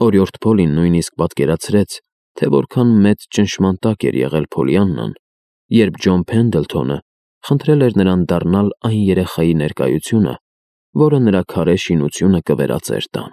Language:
Armenian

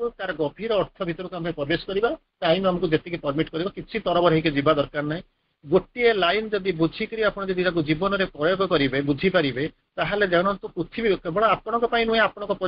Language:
Odia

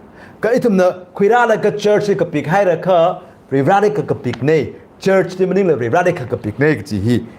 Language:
Tangkhul Naga (India)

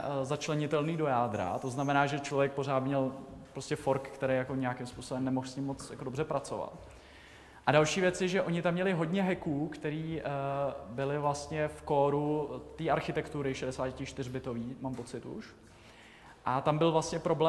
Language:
Czech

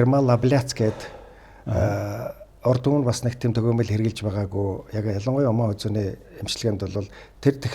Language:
Mongolian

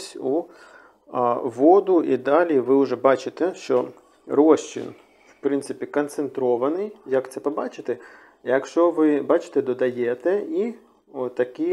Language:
Ukrainian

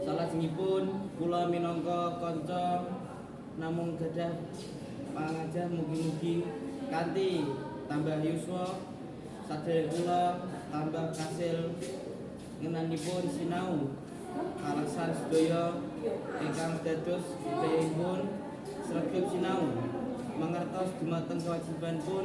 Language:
Javanese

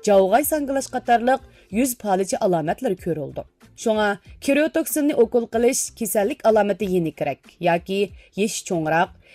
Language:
Uyghur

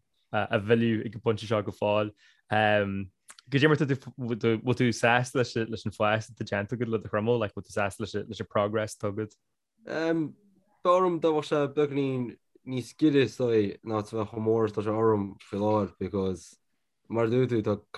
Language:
Irish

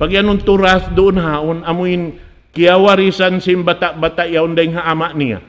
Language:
Tausug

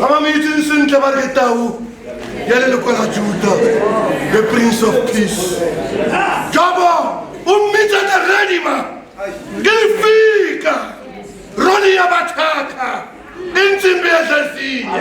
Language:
Tswana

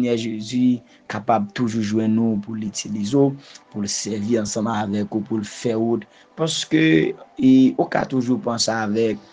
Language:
Haitian Creole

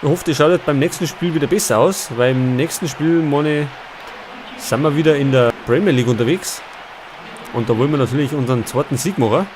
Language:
Bavarian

